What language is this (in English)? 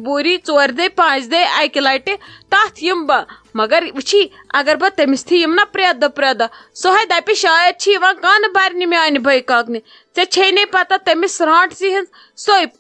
Kashmiri